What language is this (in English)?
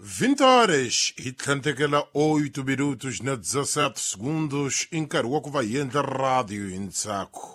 Tsonga